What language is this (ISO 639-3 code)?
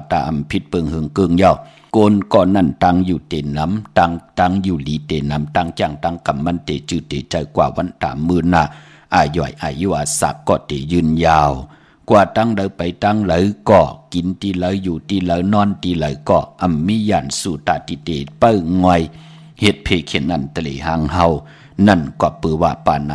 shn